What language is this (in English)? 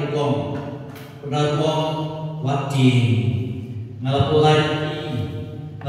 Khasi